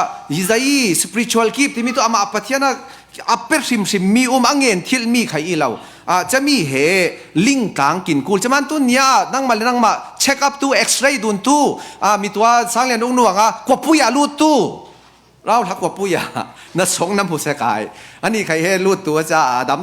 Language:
Falam Chin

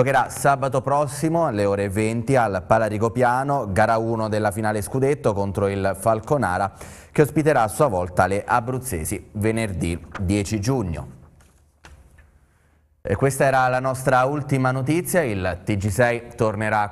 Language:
Italian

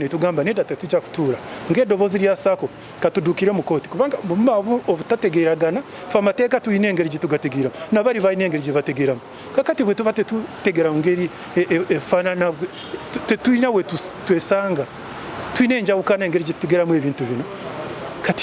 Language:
Ganda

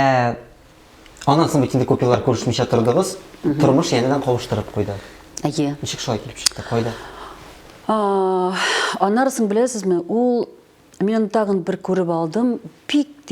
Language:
Tatar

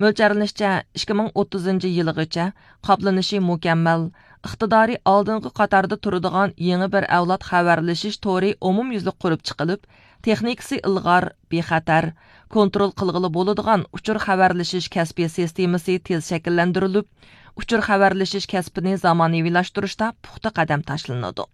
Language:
Uyghur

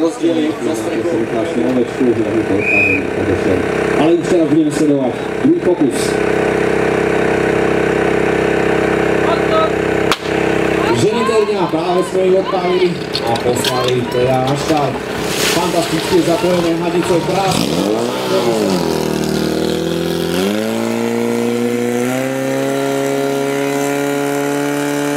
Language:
Slovak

